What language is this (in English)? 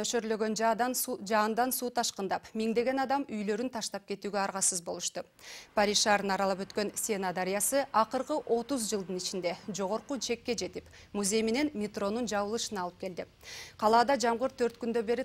Kyrgyz